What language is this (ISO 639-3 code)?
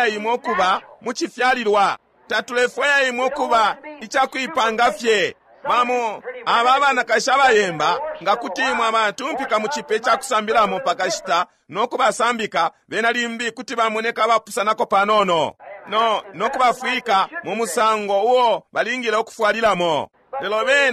bem